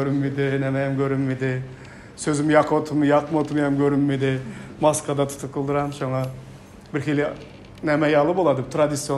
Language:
Turkmen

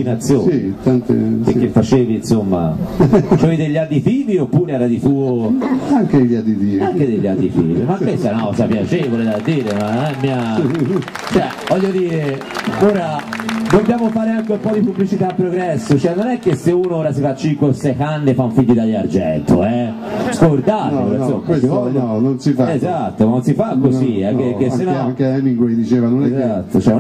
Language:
Italian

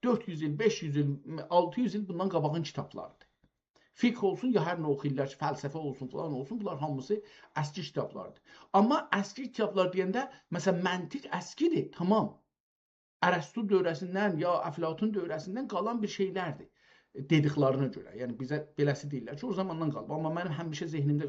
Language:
South Azerbaijani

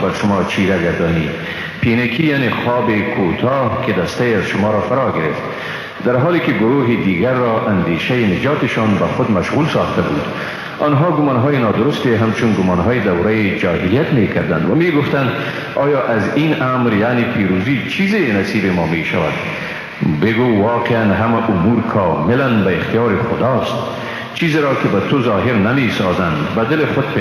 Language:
Persian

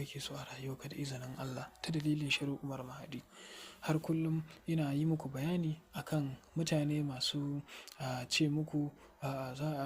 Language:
Hausa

